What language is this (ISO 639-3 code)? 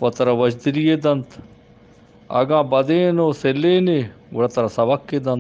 bgp